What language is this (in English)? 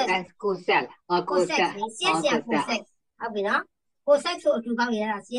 Burmese